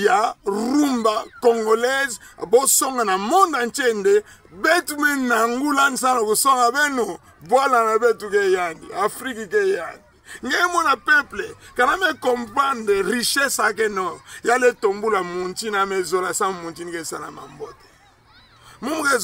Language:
Kituba (Democratic Republic of Congo)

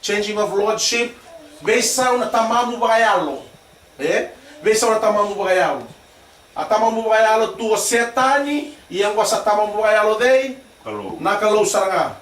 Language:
Fijian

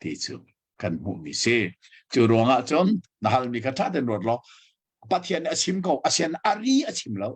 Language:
Hakha Chin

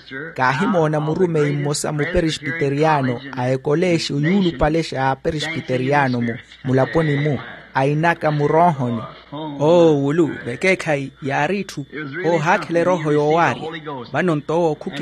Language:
Makhuwa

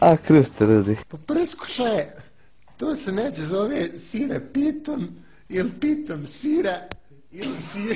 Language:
Bosnian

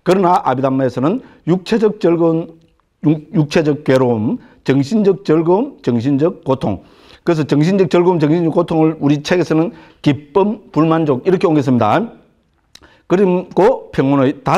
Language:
Korean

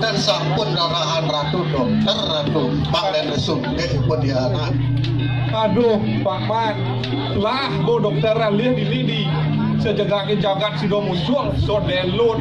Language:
Balinese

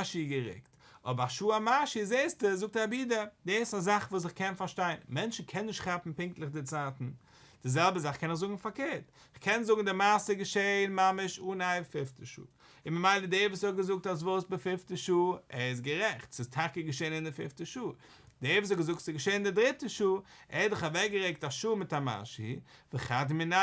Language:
Yiddish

